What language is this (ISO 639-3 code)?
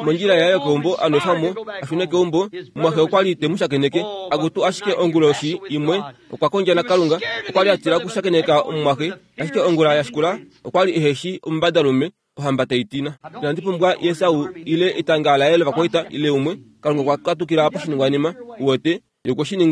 kua